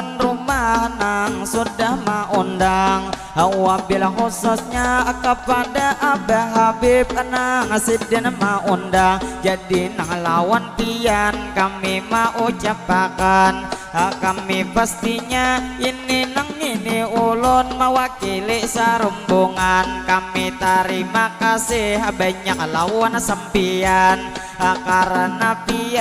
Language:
Banjar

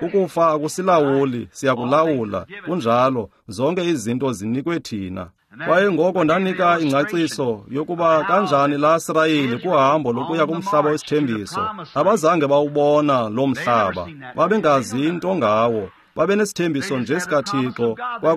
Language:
Xhosa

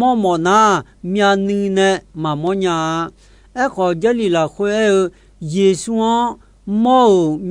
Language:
Akha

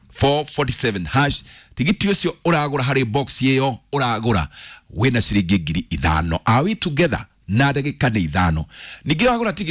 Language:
Kikuyu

